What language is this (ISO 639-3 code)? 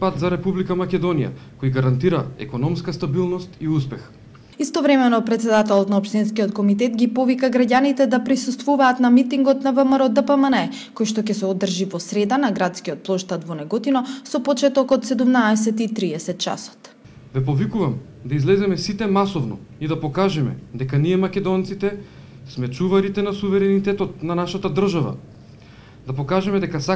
mkd